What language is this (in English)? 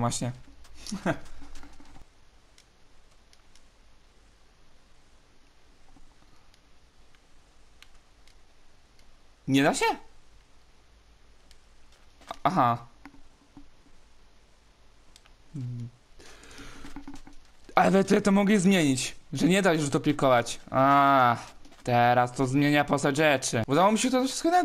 Polish